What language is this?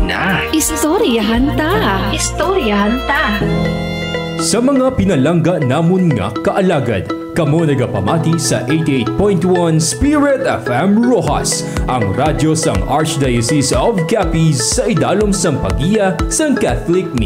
Hiligaynon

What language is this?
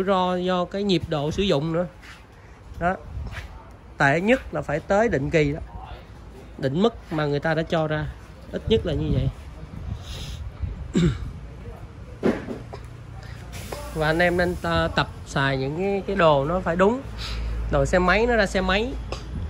Vietnamese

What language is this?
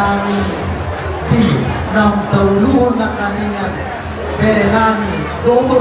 Batak Toba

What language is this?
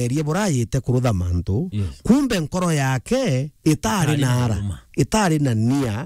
Meru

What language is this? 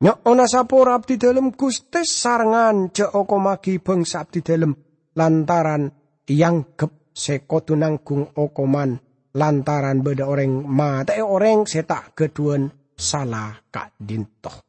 Madurese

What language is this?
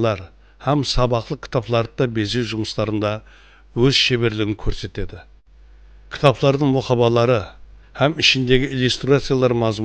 Kara-Kalpak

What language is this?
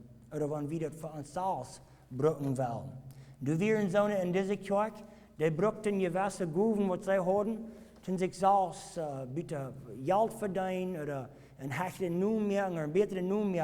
Plautdietsch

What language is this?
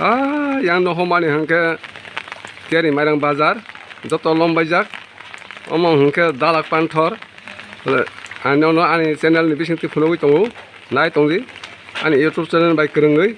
Kok Borok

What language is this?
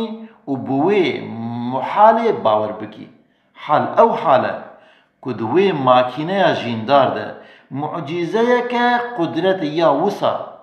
Kurdish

